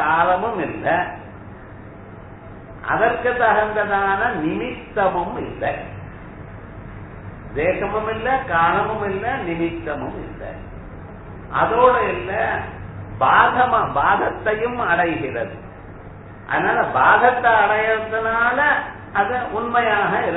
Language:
Tamil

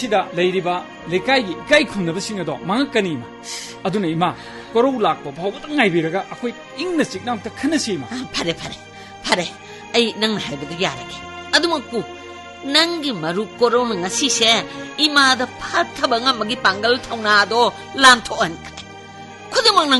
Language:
Manipuri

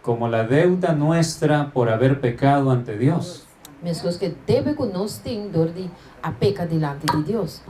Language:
Papiamento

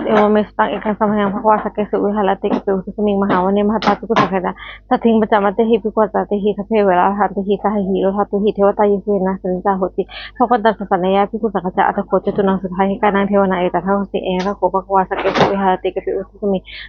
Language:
Pali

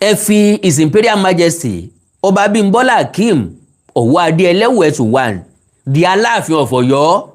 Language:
Yoruba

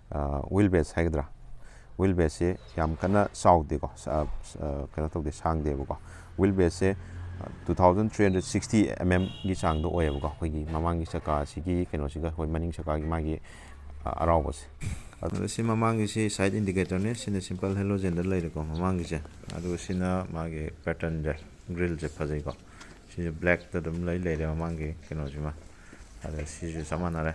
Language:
Manipuri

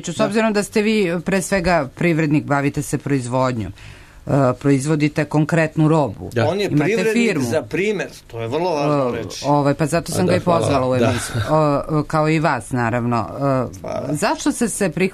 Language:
Serbian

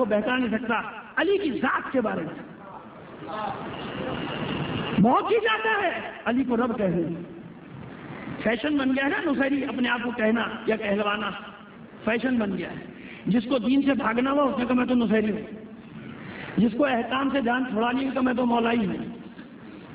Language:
Urdu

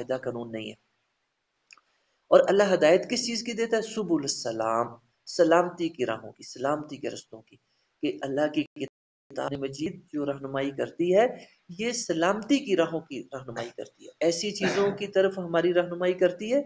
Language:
Urdu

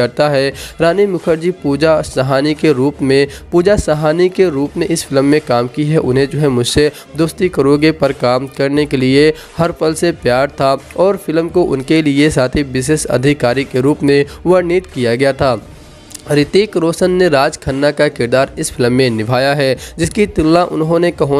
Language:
Hindi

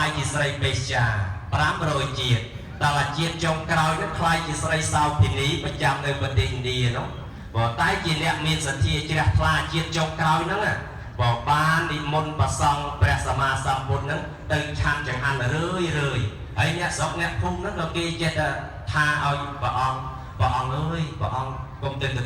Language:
Khmer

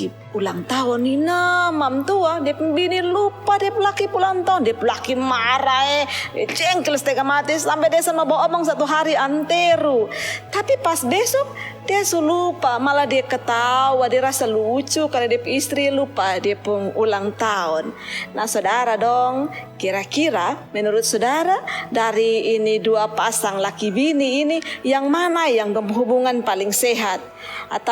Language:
Kupang Malay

